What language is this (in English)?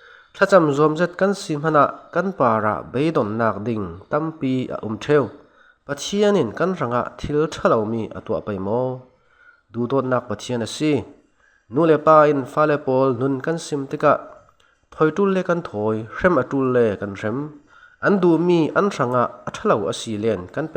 Falam Chin